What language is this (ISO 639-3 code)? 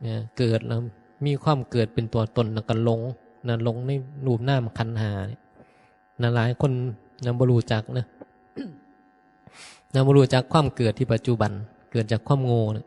tts